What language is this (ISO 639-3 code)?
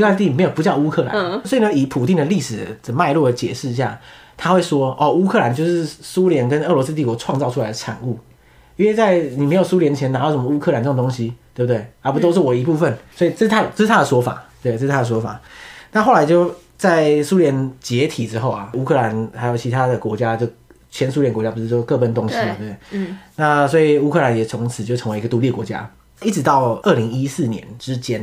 zho